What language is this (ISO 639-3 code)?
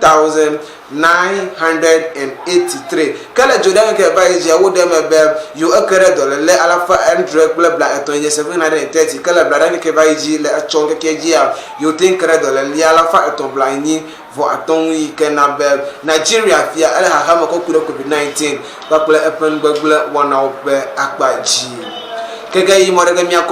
ewe